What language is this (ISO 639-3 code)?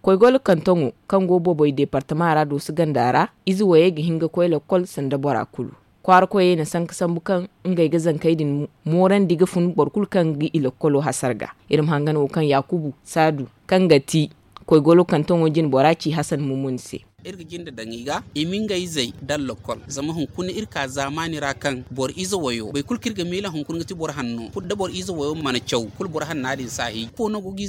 dje